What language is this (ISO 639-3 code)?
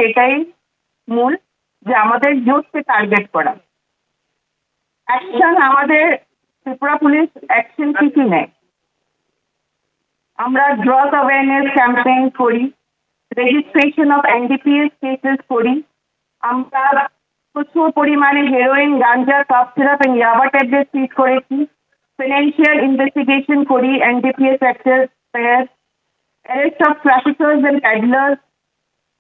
ben